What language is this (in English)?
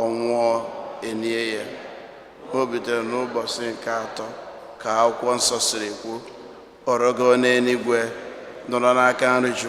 Igbo